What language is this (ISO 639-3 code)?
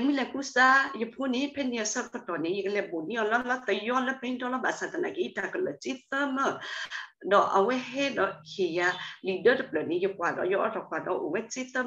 ksw